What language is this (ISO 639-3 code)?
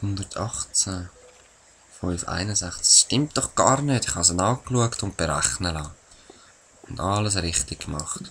gsw